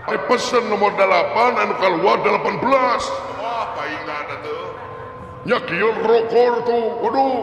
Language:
Sundanese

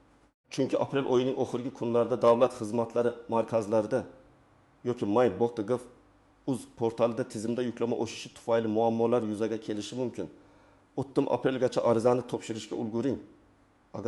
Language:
Uzbek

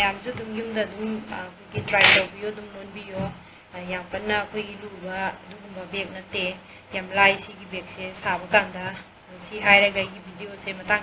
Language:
Manipuri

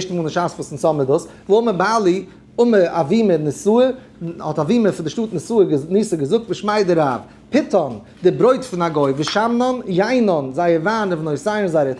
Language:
Yiddish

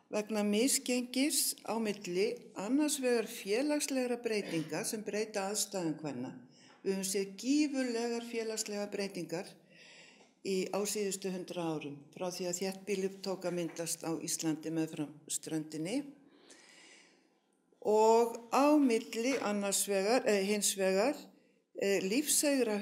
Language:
Icelandic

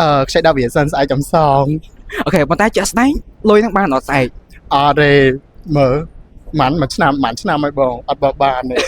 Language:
Khmer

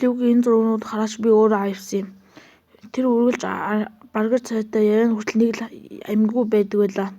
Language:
Mongolian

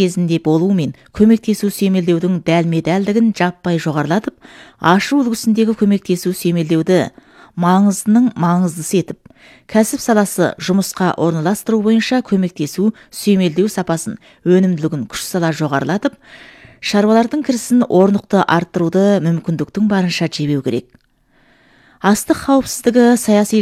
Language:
Kazakh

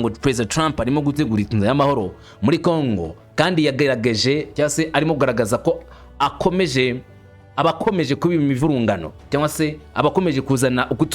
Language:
Kinyarwanda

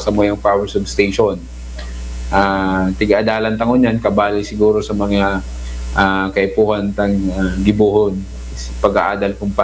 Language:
Bikol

